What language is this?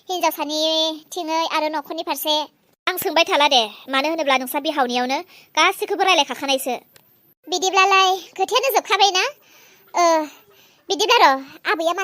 Bodo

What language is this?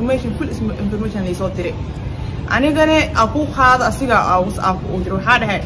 Somali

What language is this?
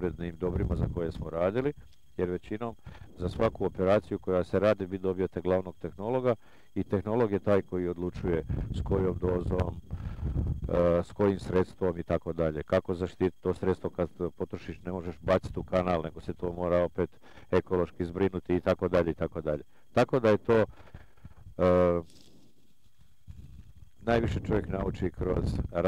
Croatian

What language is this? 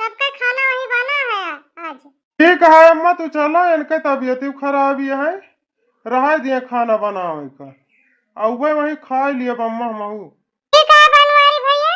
Awadhi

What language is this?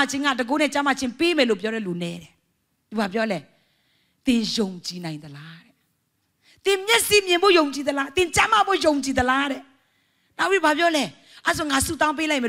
Burmese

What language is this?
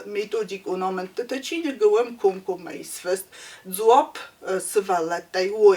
Ossetic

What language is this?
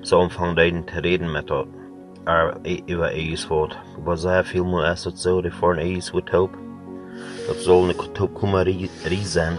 Plautdietsch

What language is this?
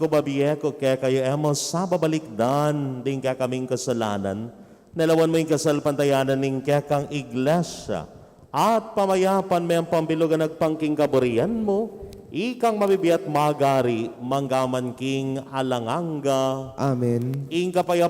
Pampanga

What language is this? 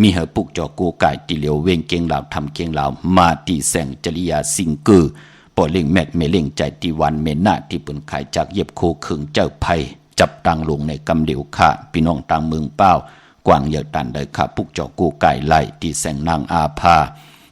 Shan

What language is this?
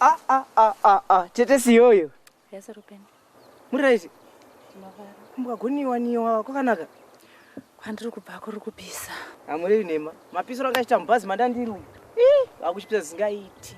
Shona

